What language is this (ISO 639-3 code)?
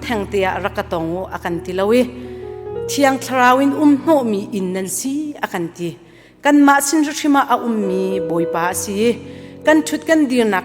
cnh